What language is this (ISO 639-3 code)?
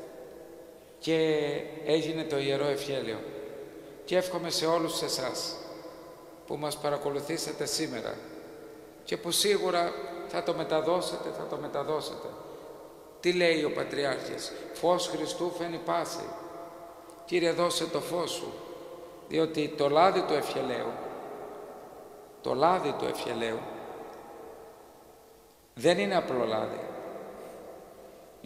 ell